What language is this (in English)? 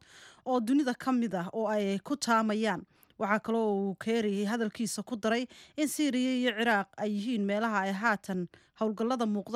Somali